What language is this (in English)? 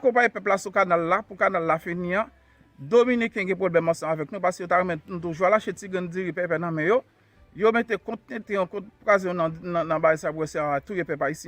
Haitian Creole